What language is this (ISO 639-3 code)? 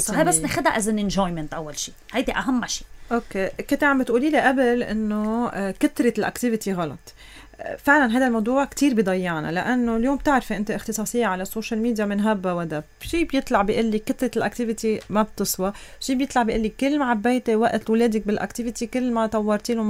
apc